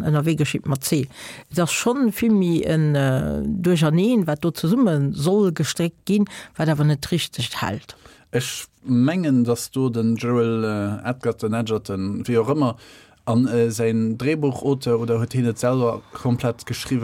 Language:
Luxembourgish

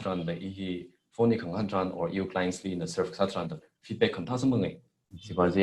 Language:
Tangkhul Naga (India)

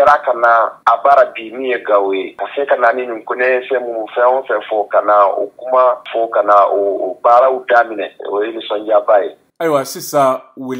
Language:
Bambara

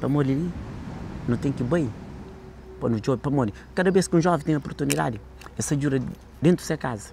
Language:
Kabuverdianu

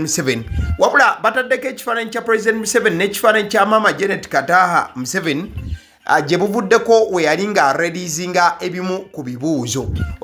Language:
Ganda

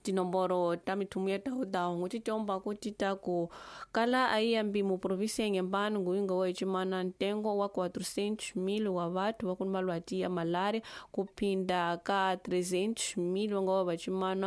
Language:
Tsonga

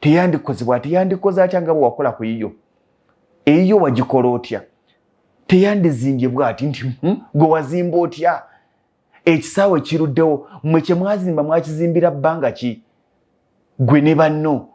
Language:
Ganda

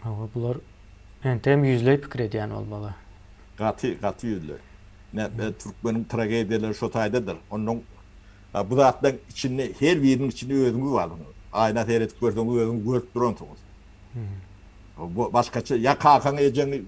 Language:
Turkmen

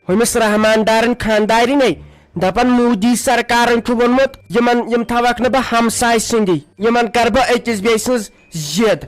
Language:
Kashmiri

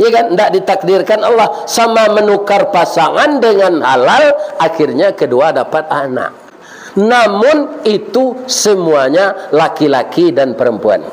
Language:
Minangkabau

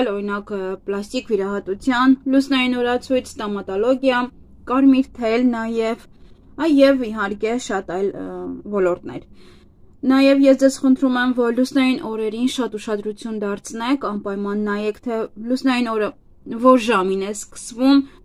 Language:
Armenian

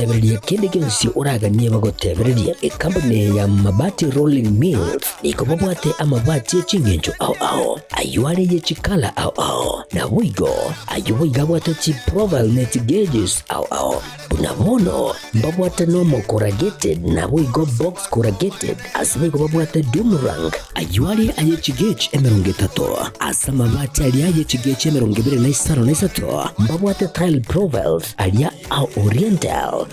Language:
Gusii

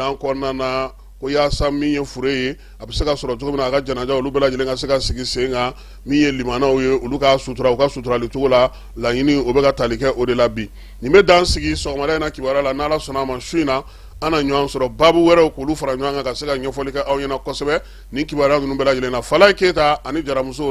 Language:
Bambara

